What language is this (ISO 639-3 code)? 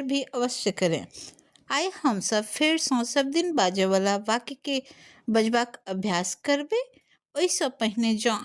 mai